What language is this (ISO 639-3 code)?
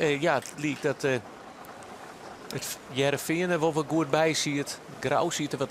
fry